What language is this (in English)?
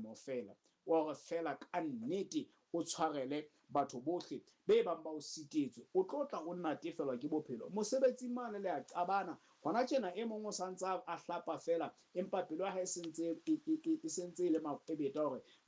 Southern Sotho